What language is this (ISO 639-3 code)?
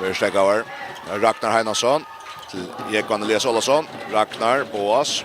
fao